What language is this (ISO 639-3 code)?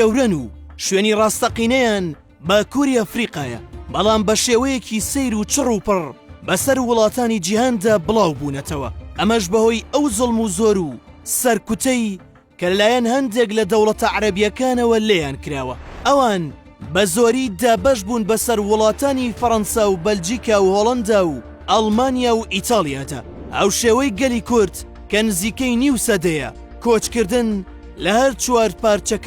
ckb